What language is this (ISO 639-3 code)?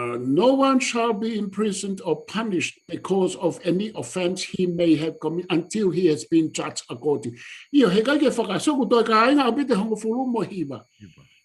ton